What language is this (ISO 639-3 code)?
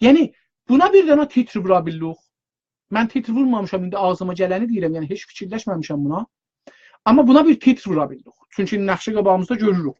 azb